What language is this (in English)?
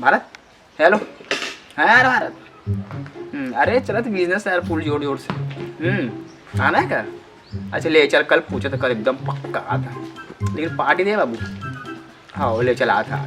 Chhattisgarhi